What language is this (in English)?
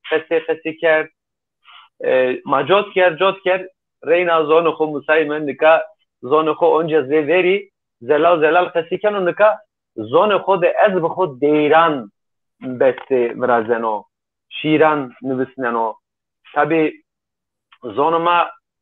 Zaza